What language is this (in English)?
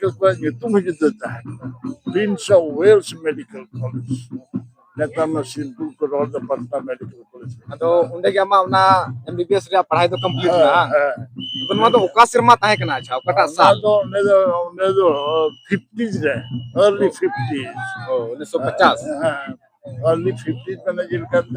Santali